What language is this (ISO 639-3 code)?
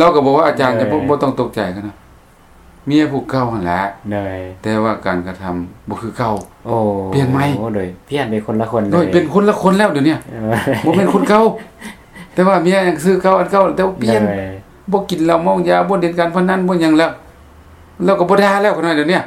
lao